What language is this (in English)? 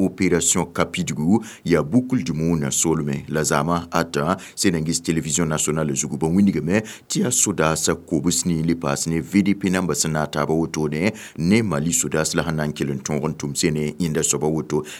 Mossi